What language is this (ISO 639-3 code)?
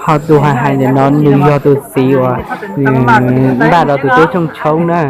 hmn